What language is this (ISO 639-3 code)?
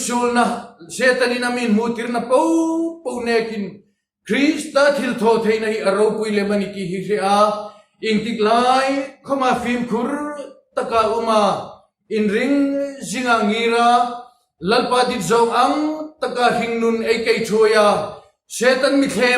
hmr